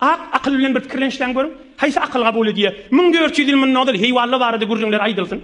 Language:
Turkmen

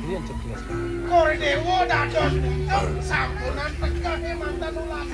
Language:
Balinese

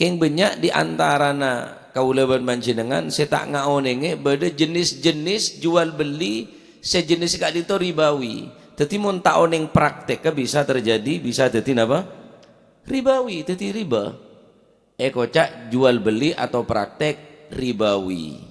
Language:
Madurese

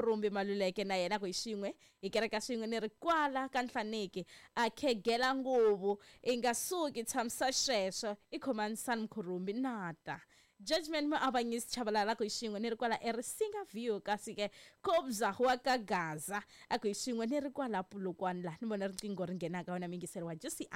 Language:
Tsonga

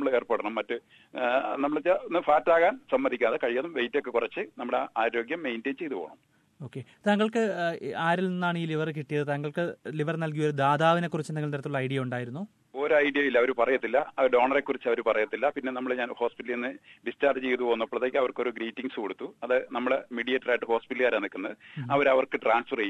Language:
Malayalam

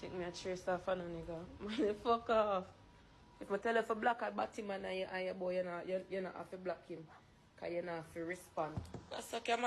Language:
Jamaican Creole English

